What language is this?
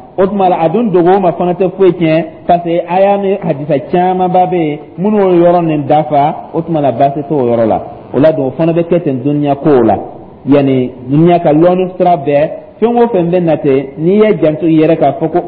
Dyula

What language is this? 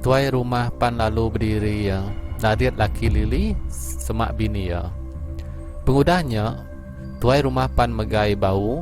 Iban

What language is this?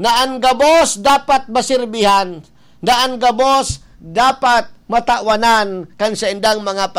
Bikol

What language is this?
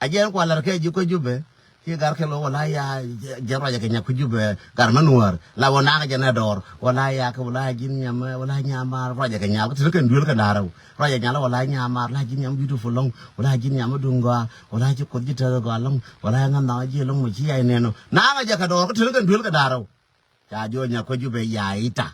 Nuer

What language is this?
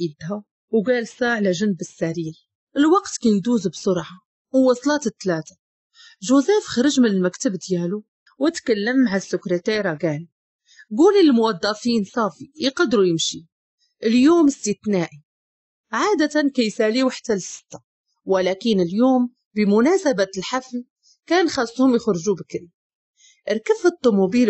Moroccan Arabic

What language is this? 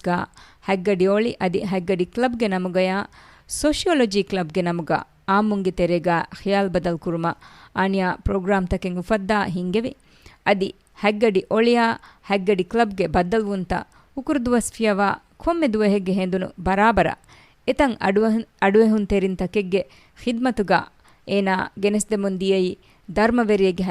Divehi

